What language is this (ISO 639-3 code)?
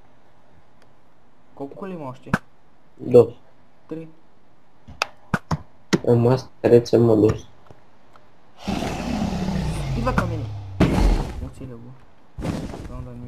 bul